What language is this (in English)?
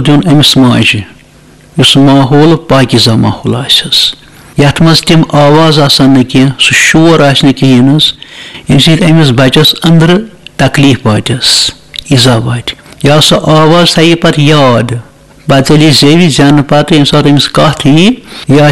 Kashmiri